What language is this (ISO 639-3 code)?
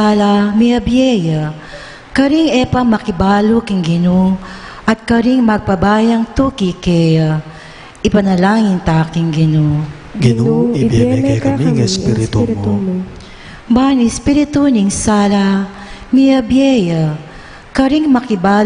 pam